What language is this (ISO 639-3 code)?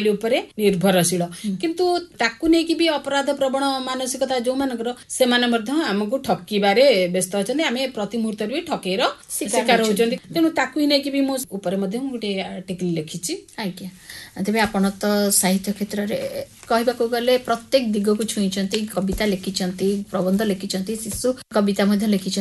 ori